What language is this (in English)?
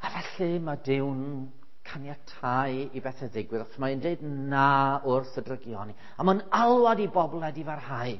Welsh